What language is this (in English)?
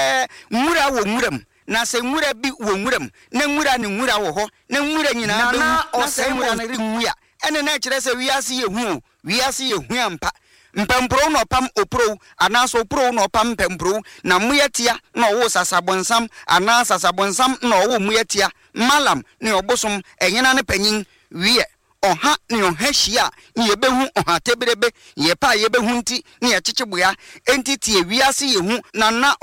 Akan